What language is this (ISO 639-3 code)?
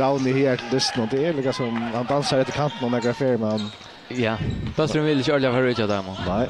fao